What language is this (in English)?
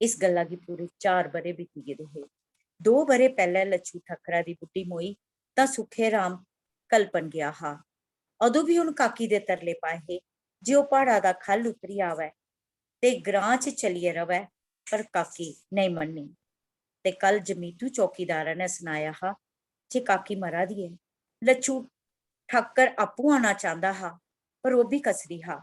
Dogri